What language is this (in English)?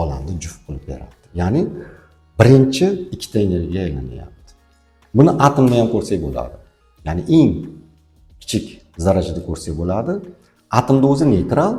Uzbek